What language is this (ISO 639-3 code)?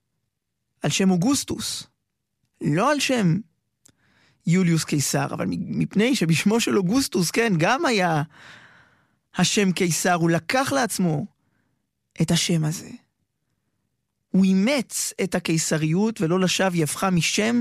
heb